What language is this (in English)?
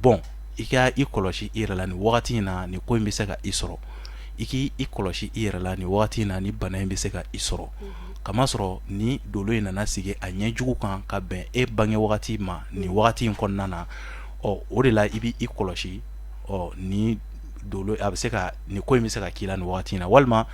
Bambara